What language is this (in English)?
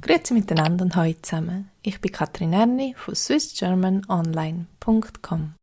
Swiss German